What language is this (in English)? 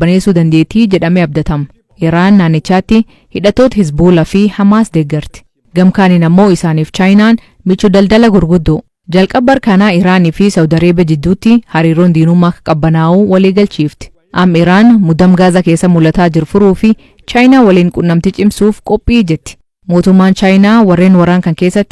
Oromo